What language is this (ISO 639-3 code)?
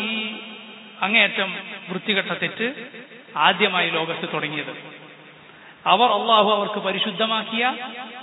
mal